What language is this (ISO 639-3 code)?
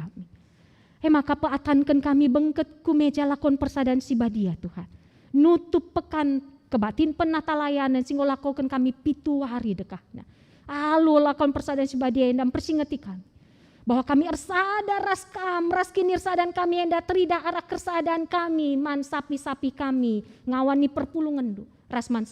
btx